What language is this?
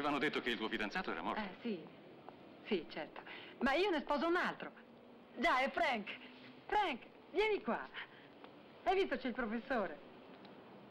Italian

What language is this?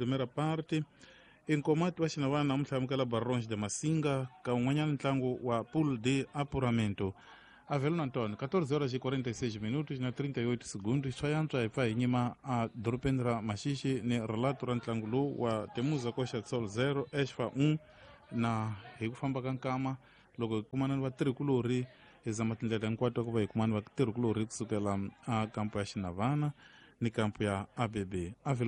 Tsonga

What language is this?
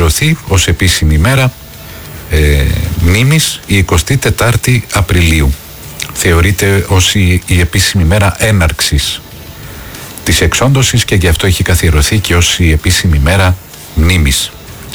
Greek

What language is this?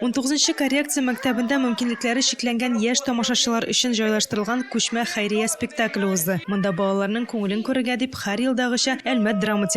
Tatar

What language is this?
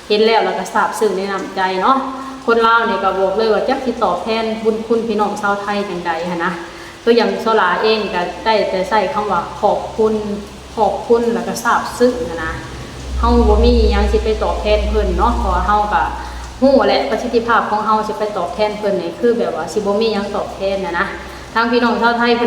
Lao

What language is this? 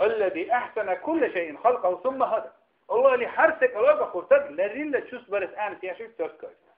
Dargwa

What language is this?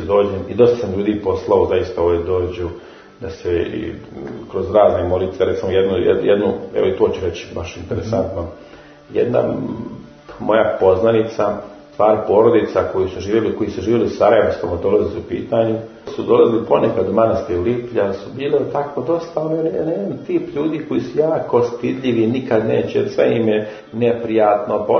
Serbian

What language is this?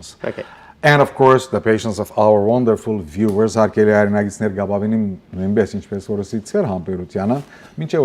Western Armenian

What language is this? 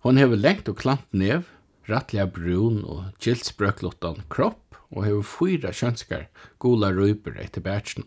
Faroese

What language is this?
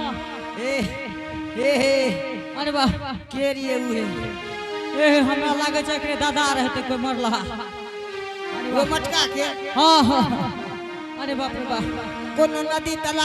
Angika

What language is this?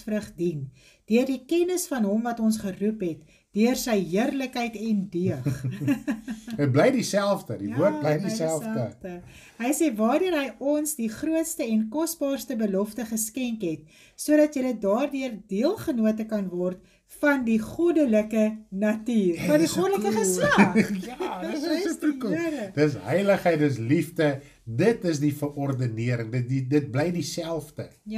Afrikaans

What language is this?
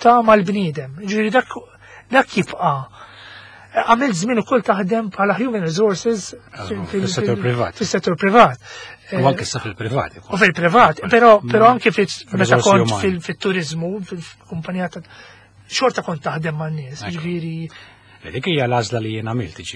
Maltese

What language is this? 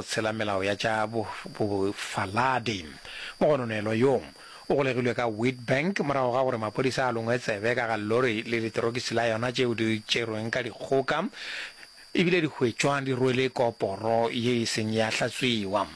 Northern Sotho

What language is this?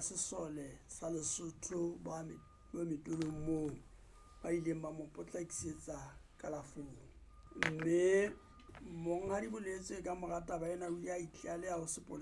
Southern Sotho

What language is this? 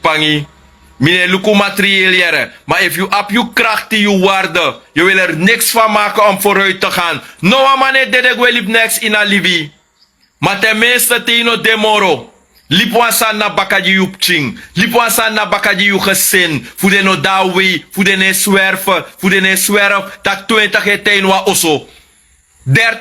Sranan Tongo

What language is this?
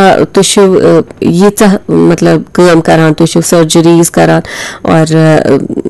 Kashmiri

